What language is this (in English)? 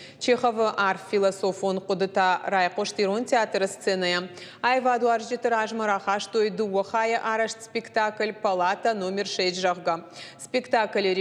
Ossetic